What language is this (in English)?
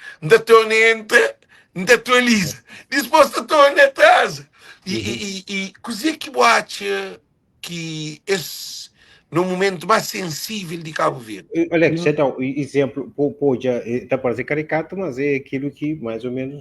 Kabuverdianu